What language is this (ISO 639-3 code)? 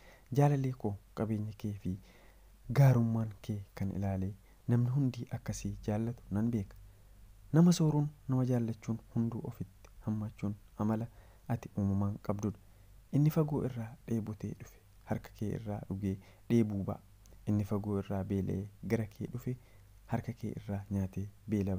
orm